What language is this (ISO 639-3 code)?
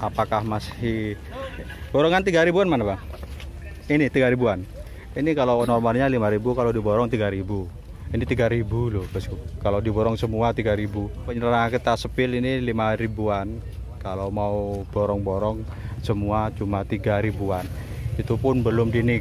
ind